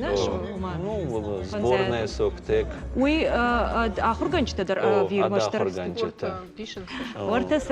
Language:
Ossetic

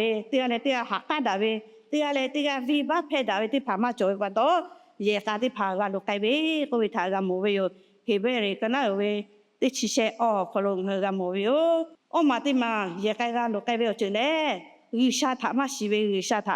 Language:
Lahu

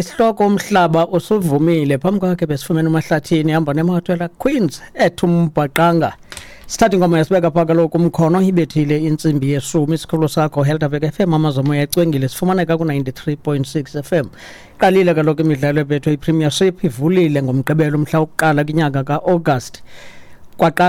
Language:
Xhosa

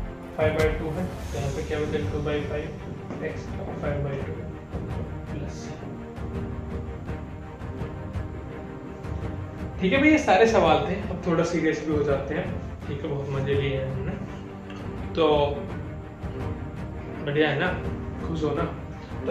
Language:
Hindi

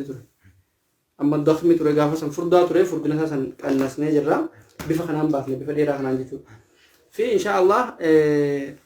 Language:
Oromo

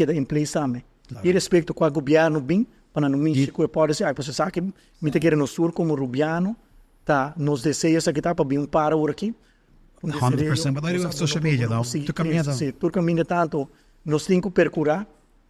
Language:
Papiamento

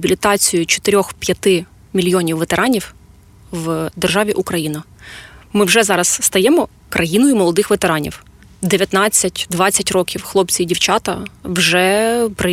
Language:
Ukrainian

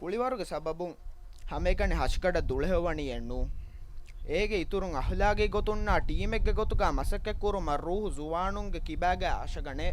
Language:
Divehi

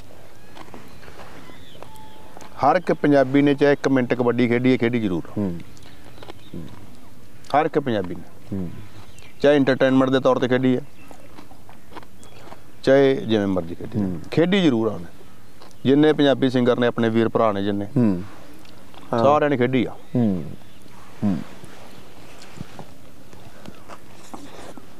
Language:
Punjabi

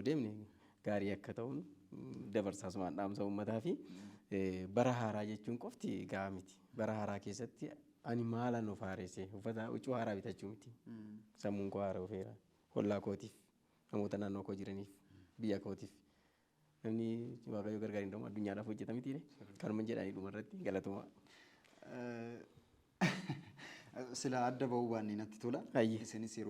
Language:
Oromo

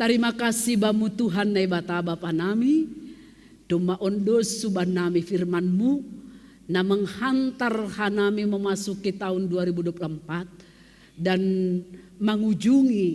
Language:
Batak Simalungun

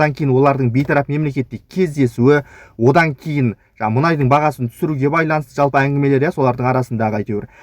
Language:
Kazakh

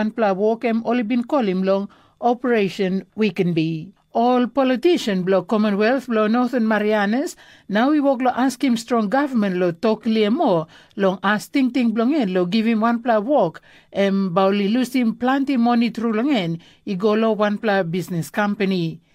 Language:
Tok Pisin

